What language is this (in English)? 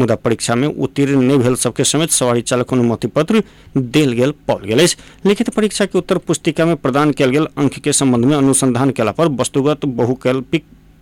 Maithili